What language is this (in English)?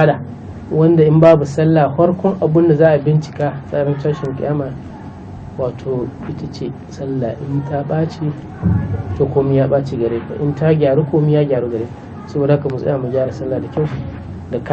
Hausa